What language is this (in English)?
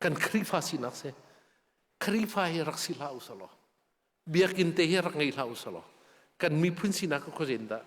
Hakha Chin